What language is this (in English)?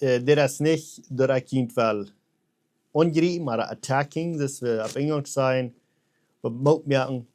Plautdietsch